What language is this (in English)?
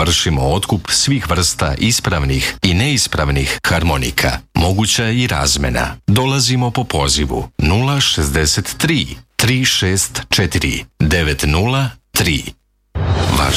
Serbian